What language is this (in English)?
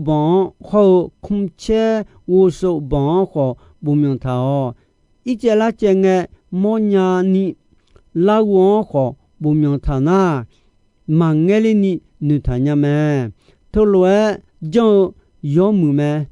Akha